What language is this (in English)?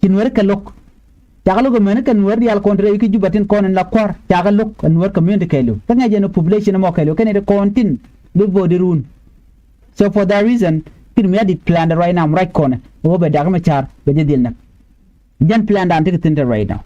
Nuer